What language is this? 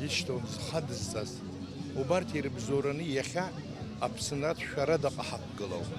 Abkhazian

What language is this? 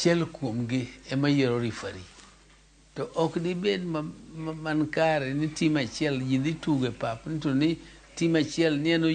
Luo (Kenya and Tanzania)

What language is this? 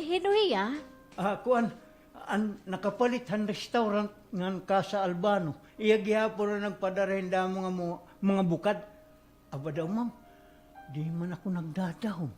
Waray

